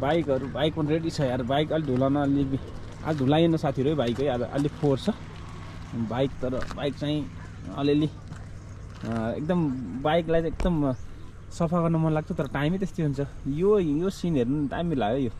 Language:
Nepali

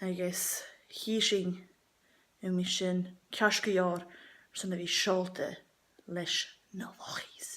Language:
Scottish Gaelic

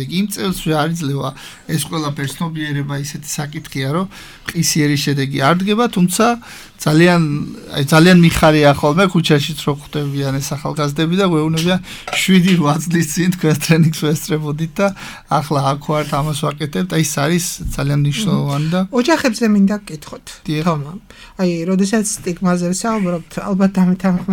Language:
Georgian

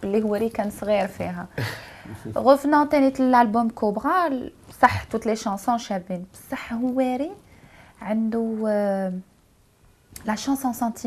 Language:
Algerian Arabic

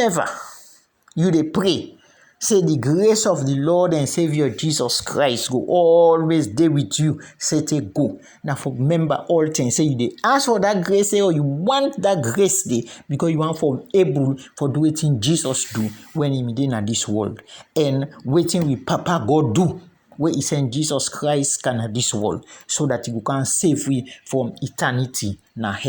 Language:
Krio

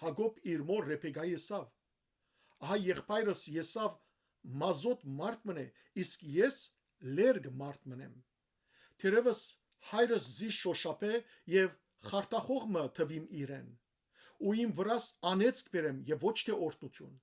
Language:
Western Armenian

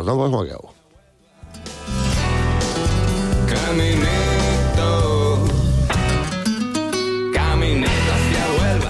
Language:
Catalan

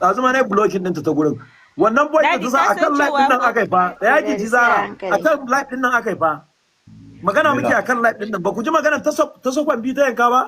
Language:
Hausa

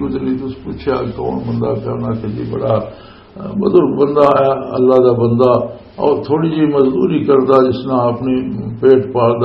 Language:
Western Panjabi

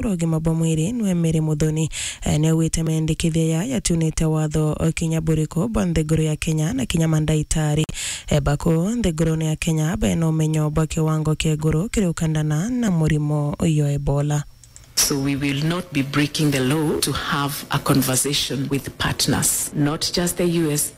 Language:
Meru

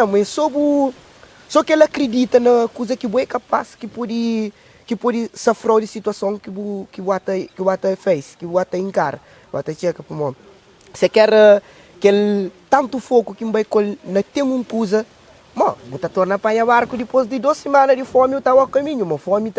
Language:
Kabuverdianu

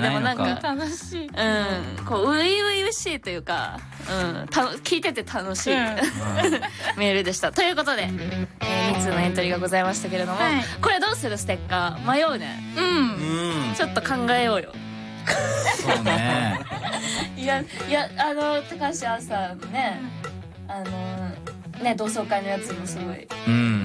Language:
Japanese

